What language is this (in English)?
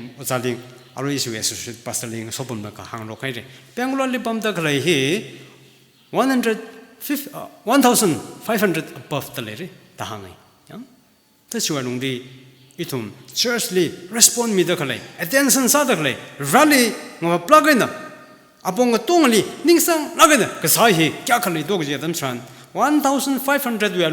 Tangkhul Naga (India)